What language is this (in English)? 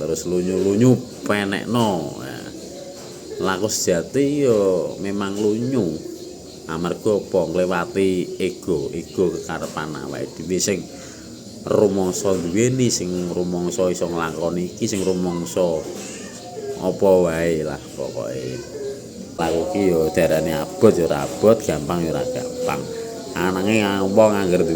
Javanese